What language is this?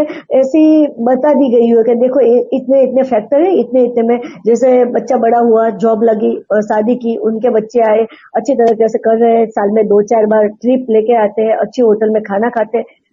Hindi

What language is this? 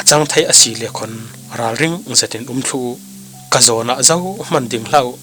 Falam Chin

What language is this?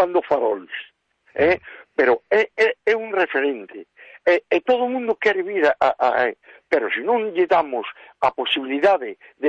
Galician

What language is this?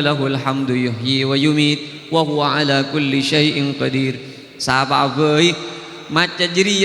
Madurese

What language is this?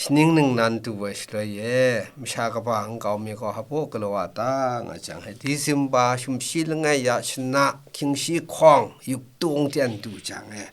Kachin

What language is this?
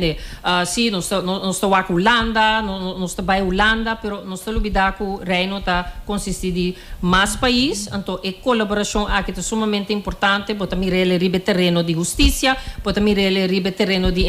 Papiamento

